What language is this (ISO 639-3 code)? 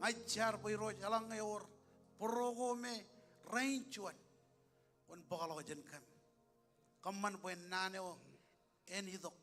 mah